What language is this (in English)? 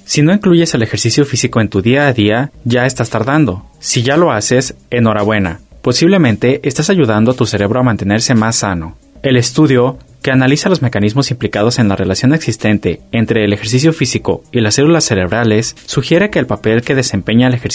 Spanish